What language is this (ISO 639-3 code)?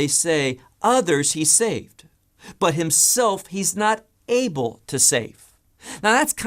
eng